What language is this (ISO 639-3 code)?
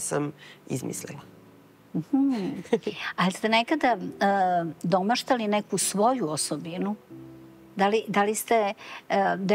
srp